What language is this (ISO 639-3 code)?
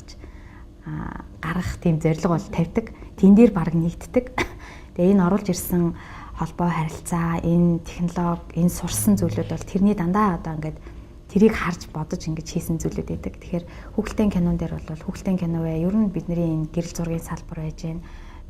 mon